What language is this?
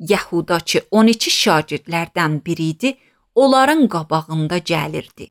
Azerbaijani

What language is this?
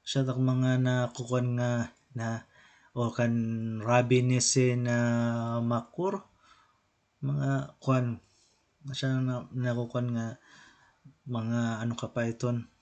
Waray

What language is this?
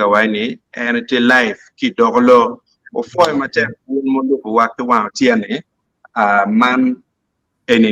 Acoli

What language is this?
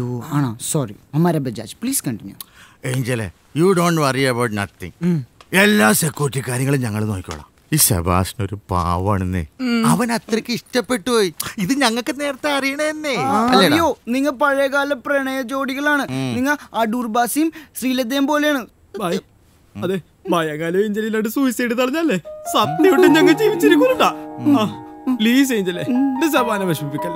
Malayalam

